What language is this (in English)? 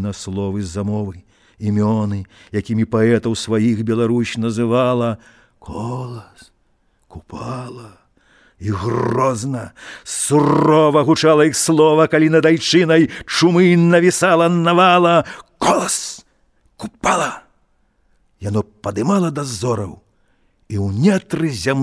Belarusian